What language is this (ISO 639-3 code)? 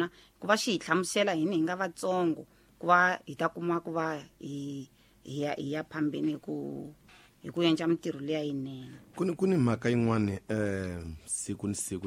tso